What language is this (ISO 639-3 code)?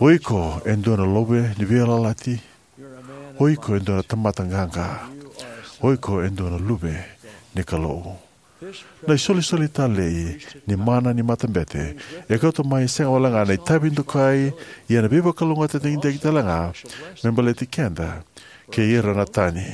fij